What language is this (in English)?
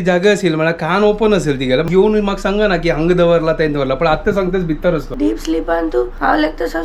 Konkani